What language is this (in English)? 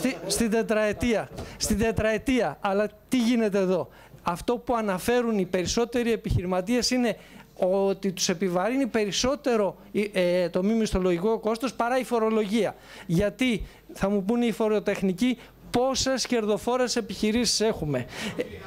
Greek